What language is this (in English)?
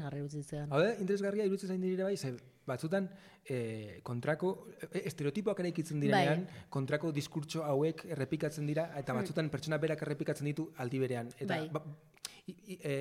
Basque